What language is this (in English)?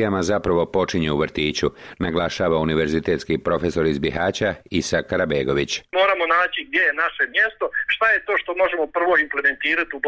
Bosnian